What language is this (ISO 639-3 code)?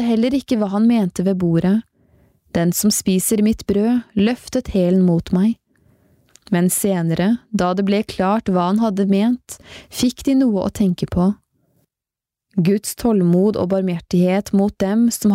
nor